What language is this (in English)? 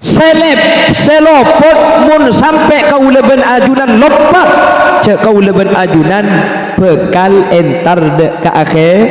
Madurese